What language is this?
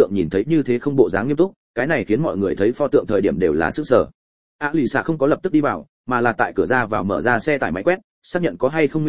Vietnamese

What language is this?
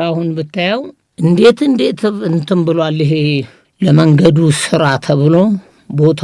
Amharic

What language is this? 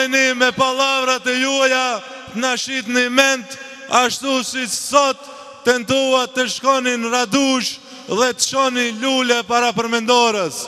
Albanian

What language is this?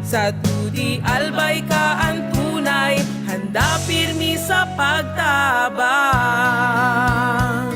Bikol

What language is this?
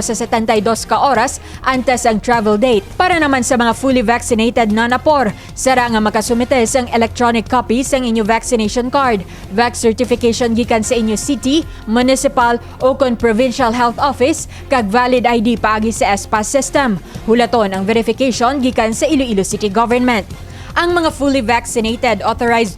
Hiligaynon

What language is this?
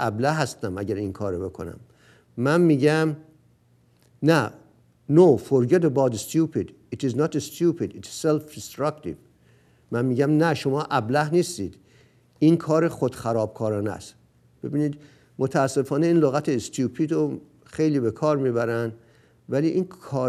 Persian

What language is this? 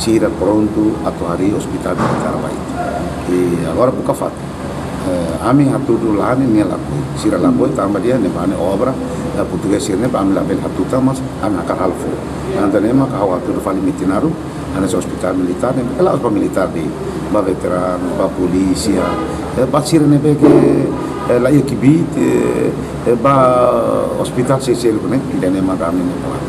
Tetum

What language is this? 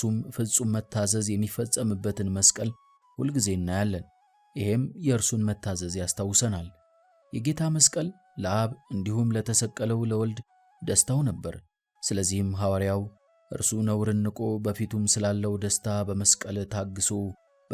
Amharic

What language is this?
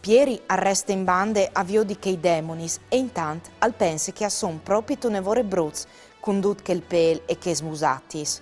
Friulian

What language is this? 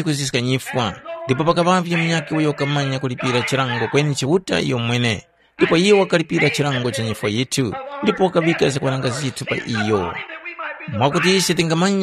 Tumbuka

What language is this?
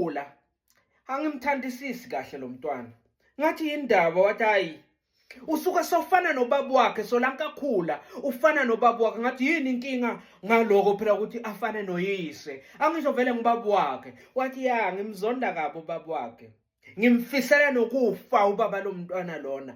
Zulu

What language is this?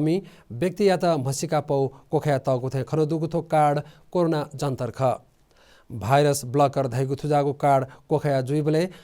Newari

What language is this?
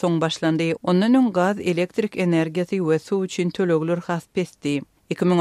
Turkmen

